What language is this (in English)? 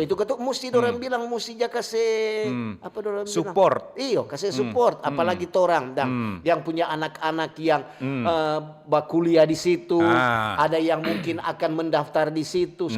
Manado Malay